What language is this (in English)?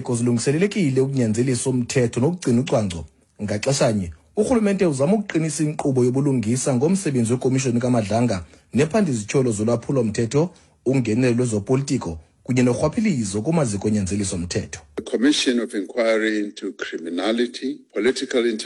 Xhosa